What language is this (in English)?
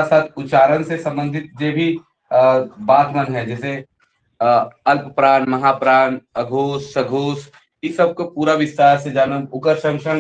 Sadri